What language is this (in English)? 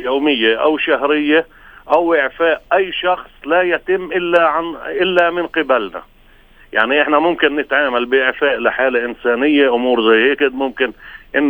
North Levantine Arabic